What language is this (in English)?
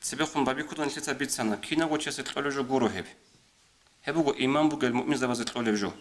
Avaric